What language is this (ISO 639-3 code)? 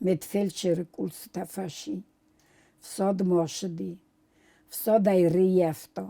oss